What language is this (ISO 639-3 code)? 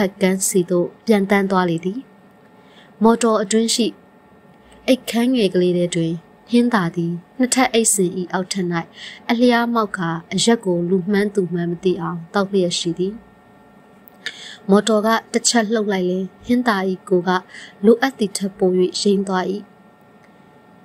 mya